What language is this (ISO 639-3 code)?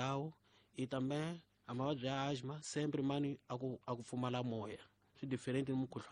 tso